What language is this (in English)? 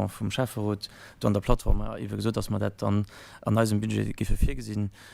Luxembourgish